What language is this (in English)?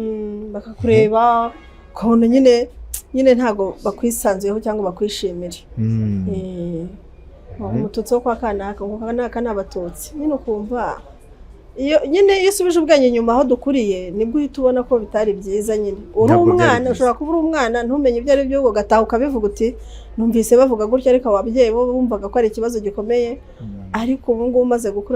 Kinyarwanda